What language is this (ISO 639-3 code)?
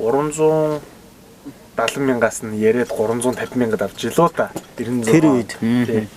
mon